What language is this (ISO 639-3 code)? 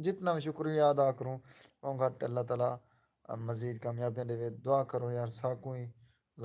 skr